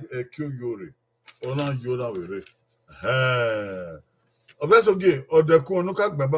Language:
Bini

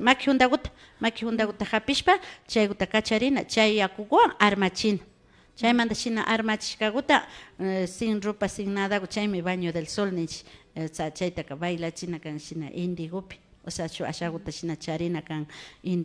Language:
Imbabura Highland Quichua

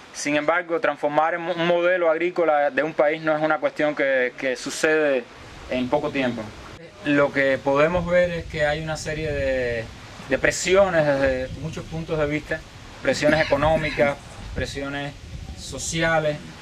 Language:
Spanish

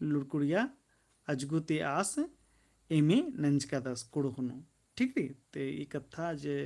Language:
Kurukh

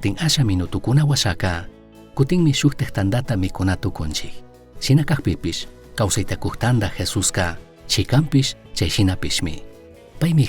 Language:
Chimborazo Highland Quichua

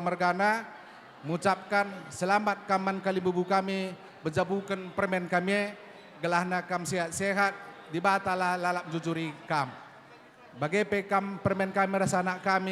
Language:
Batak Karo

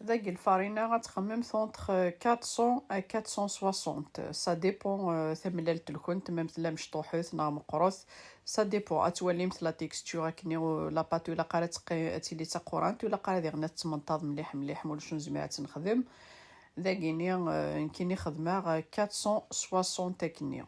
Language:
Kabyle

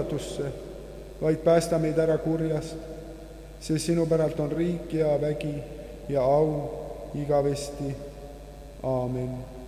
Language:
Estonian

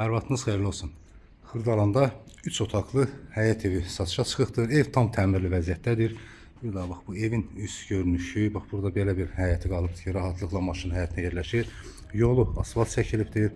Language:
Azerbaijani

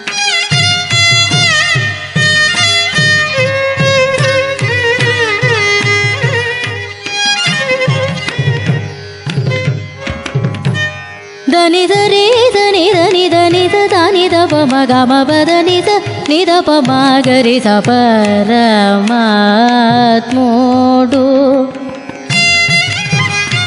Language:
Telugu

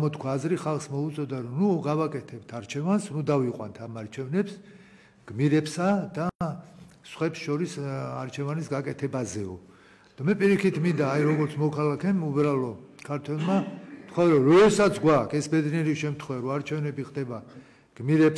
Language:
Georgian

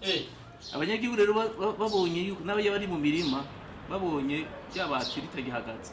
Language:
Rundi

